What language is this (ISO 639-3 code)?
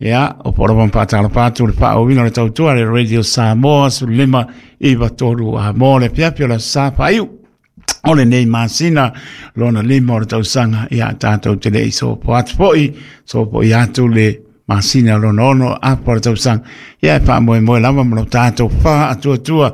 smo